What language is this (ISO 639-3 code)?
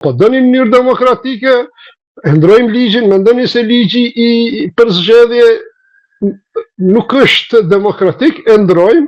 sqi